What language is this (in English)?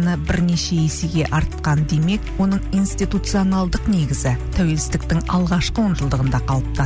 Kazakh